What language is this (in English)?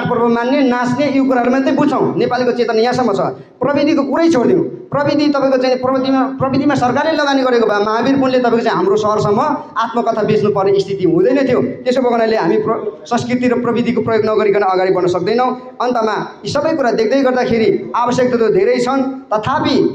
Nepali